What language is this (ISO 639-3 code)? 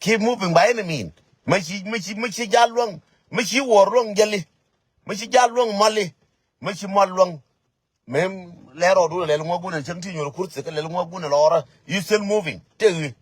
nus